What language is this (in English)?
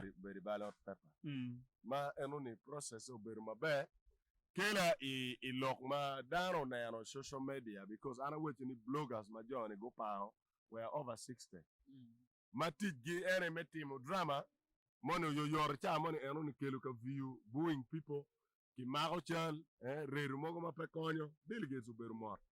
Acoli